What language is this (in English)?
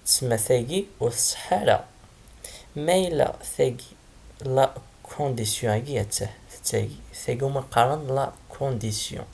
Kabyle